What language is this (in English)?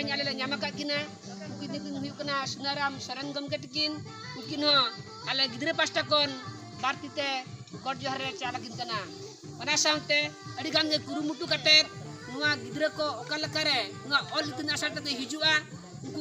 Santali